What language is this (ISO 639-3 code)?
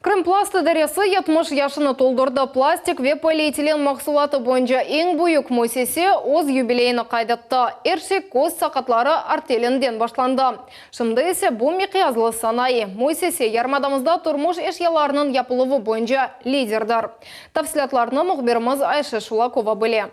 crh